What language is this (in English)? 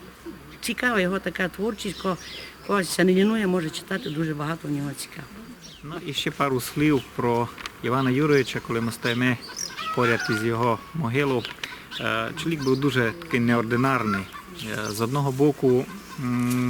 Rusyn